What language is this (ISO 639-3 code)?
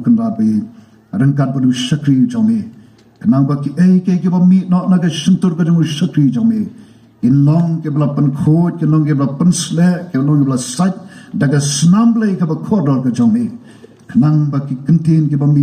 kha